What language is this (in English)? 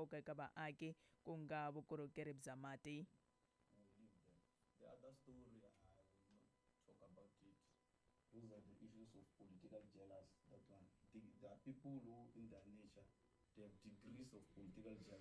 Tsonga